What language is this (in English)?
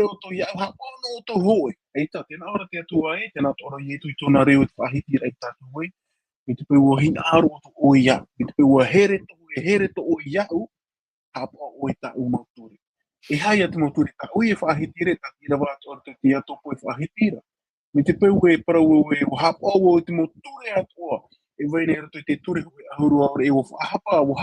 Tahitian